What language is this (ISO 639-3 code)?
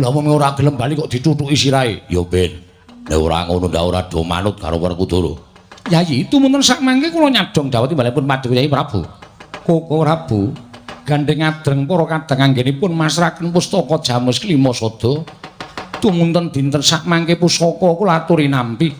jav